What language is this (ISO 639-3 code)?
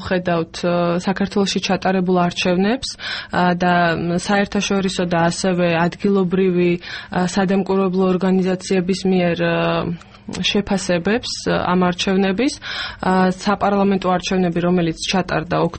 kat